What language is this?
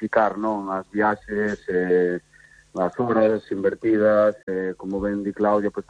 Galician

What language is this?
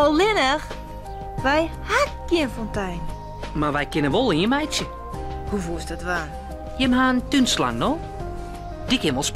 Western Frisian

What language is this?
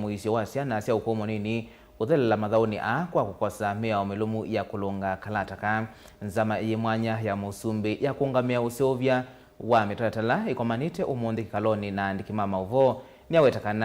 Kamba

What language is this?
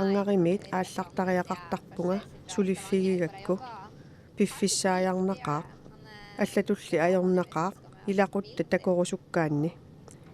Kalaallisut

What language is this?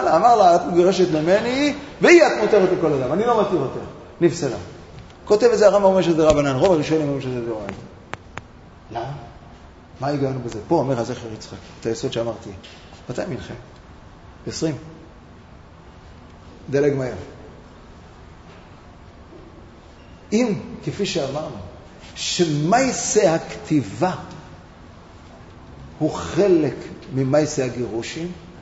Hebrew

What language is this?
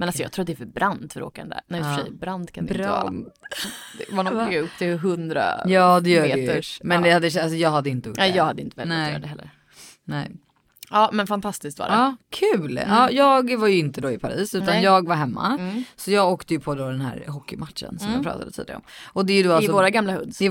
Swedish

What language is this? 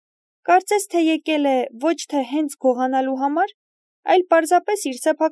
Armenian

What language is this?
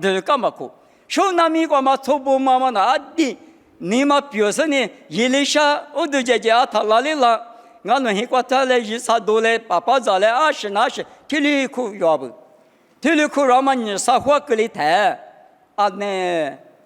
Lisu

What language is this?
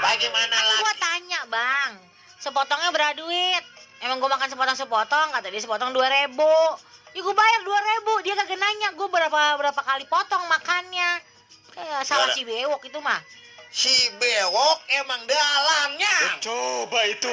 Betawi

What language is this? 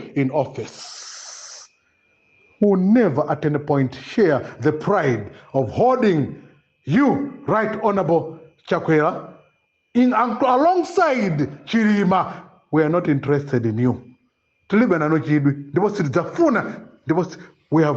Nyanja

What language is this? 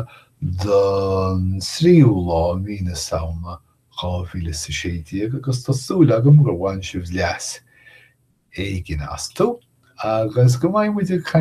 Irish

